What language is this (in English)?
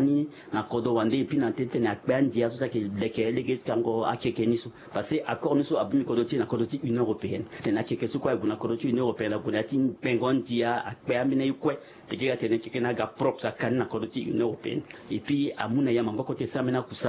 Sango